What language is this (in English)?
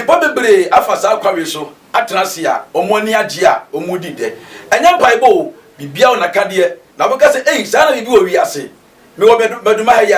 Akan